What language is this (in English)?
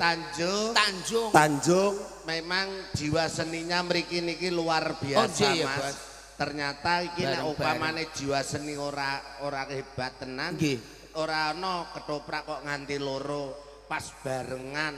Javanese